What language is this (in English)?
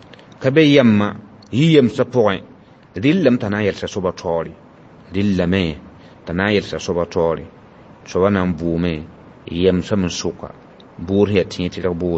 Mossi